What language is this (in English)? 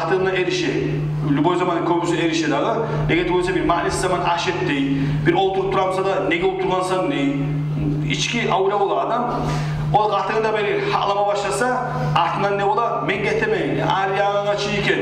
Kumyk